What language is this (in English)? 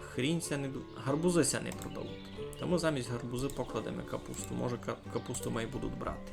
Rusyn